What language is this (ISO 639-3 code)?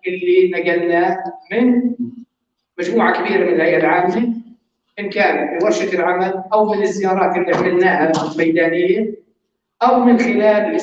apc